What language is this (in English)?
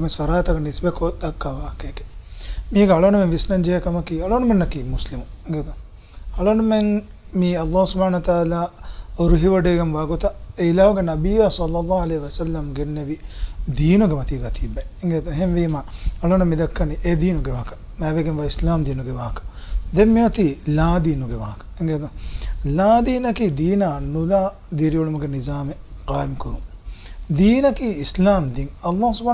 Divehi